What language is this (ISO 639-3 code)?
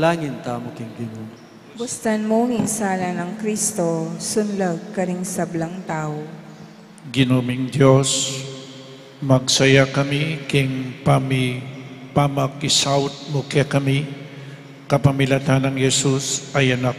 pam